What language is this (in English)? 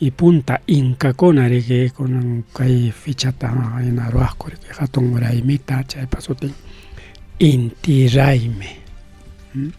Ayacucho Quechua